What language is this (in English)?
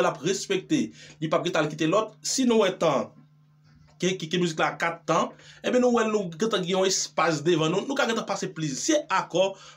Haitian Creole